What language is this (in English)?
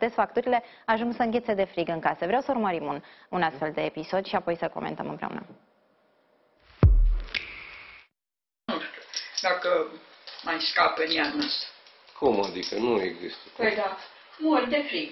Romanian